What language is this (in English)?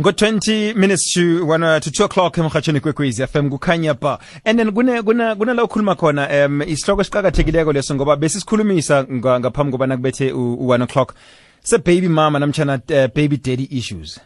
South Ndebele